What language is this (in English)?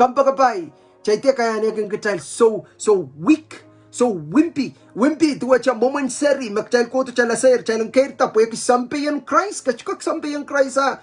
Pohnpeian